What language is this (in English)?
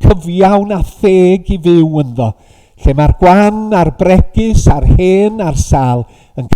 Welsh